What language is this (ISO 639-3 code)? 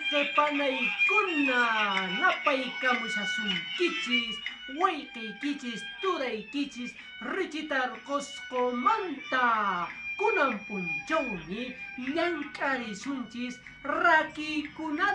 que